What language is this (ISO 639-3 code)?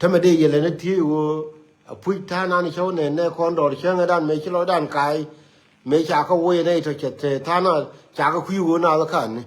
nus